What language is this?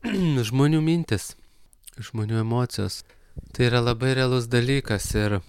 Lithuanian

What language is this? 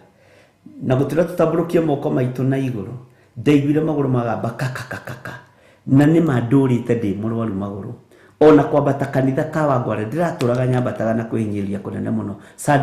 Kikuyu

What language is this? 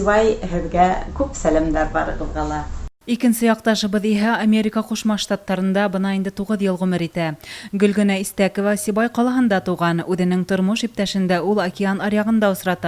Bashkir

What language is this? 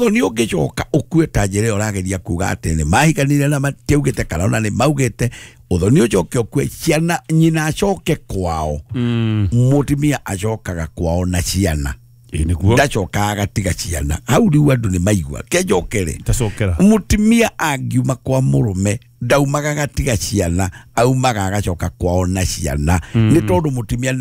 Kikuyu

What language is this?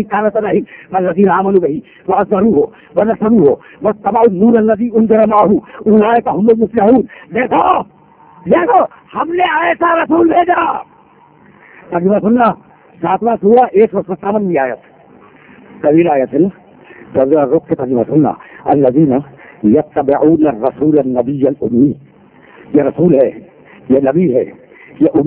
Urdu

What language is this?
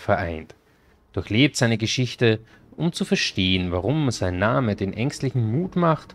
German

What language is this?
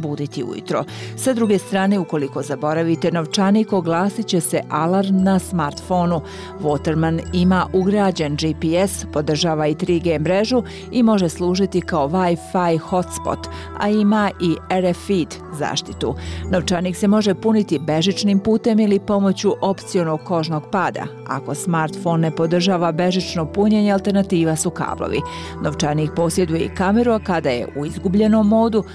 Bosnian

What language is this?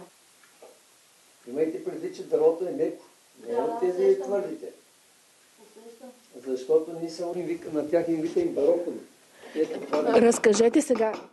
Bulgarian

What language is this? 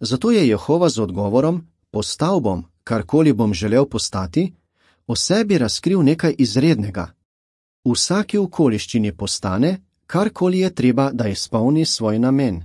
Slovenian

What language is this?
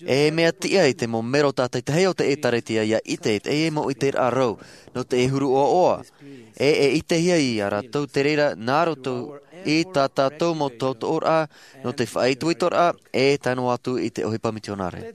Tahitian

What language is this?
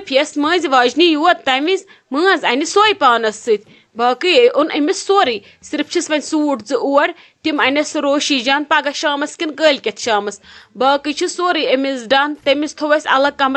Kashmiri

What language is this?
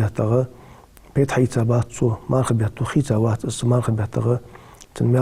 Ingush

